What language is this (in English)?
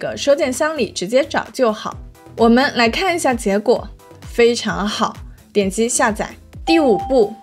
Chinese